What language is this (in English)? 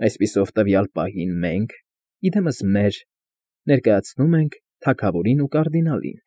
Armenian